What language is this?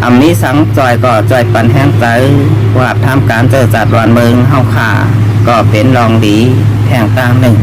Shan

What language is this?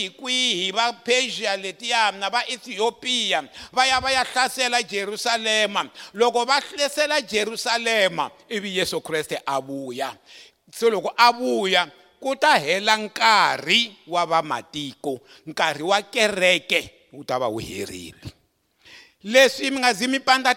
Tsonga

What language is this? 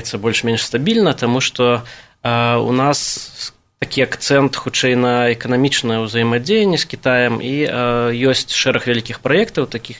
Belarusian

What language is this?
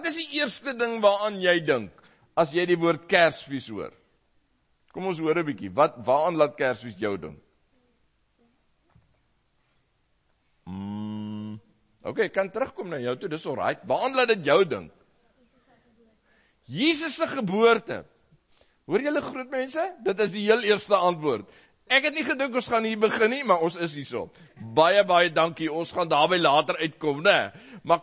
Afrikaans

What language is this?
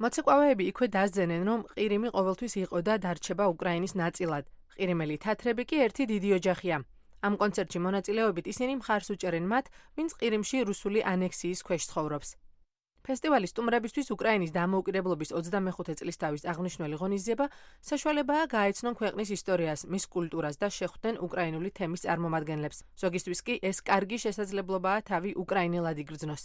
Georgian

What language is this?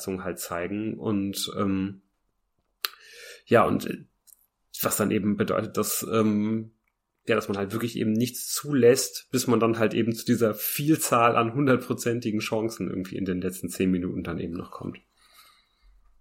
German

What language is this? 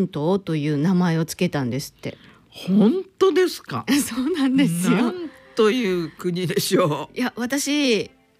Japanese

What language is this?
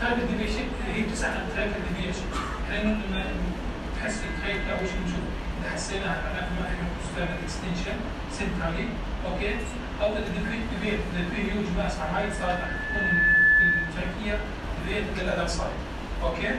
North Levantine Arabic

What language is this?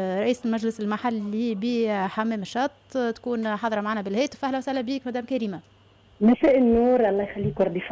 Tunisian Arabic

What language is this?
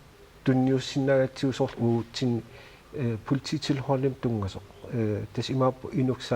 Kalaallisut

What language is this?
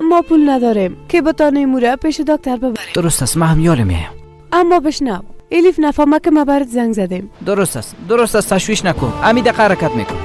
Persian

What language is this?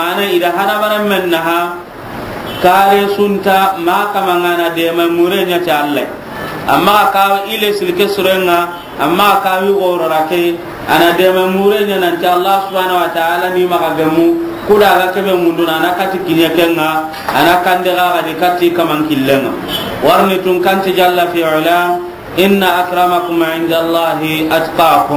Soninke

